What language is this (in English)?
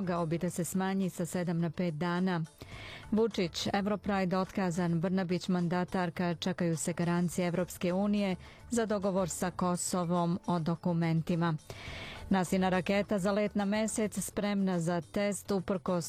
Serbian